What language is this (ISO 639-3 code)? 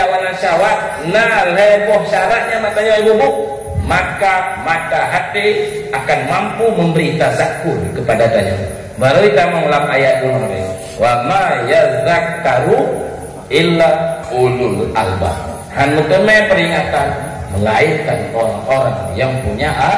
ace